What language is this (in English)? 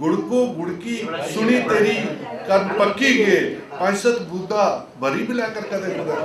Dogri